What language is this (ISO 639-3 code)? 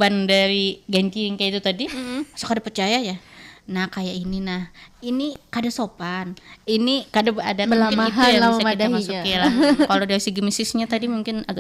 bjn